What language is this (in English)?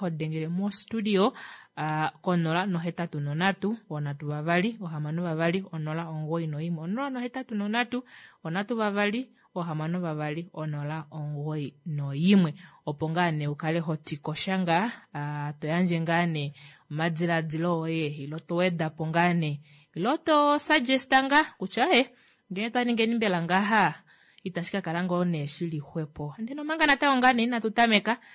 Kuanyama